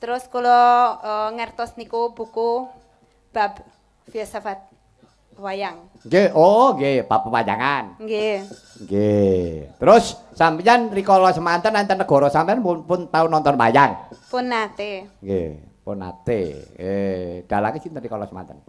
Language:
Javanese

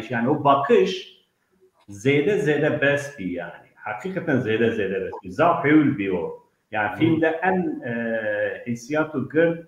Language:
Zaza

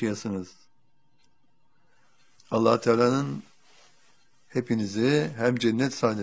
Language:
Turkish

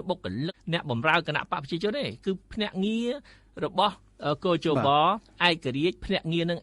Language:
Khmer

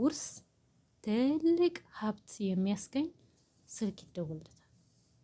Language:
Amharic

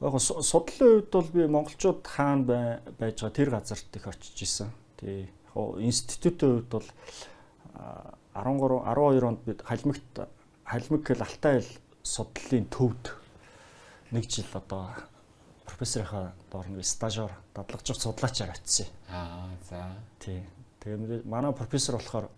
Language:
Mongolian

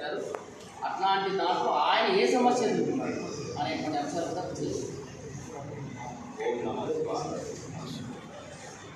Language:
Telugu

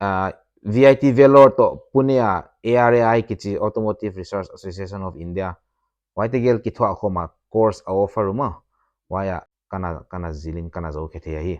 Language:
Paite Chin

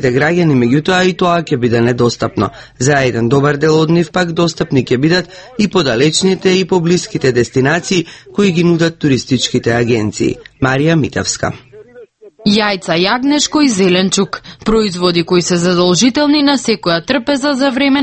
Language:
Macedonian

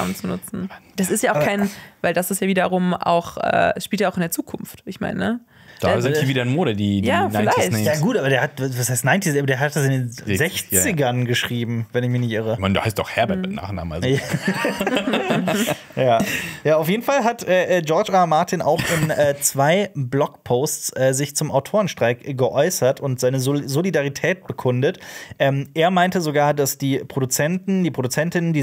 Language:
German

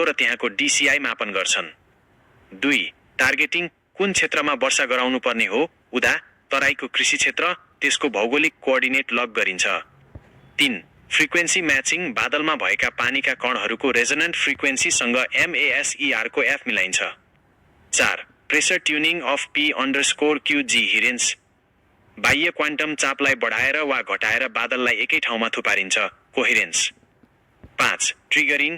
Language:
Nepali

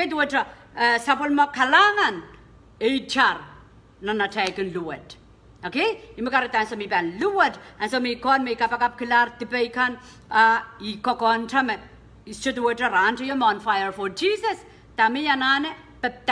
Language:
Pohnpeian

